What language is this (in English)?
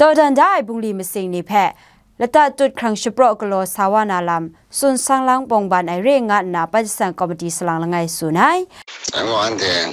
Kachin